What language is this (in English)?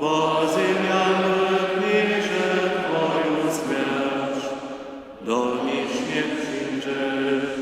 Upper Sorbian